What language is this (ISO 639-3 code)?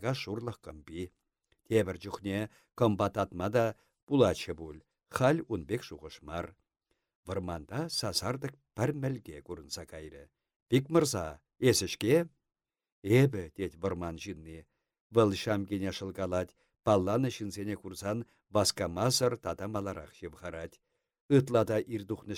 chv